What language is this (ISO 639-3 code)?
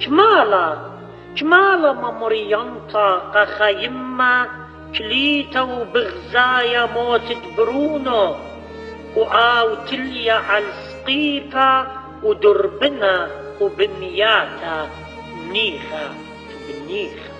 aii